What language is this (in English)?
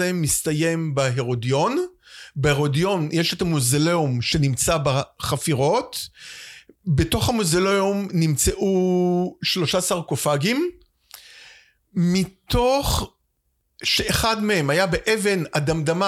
Hebrew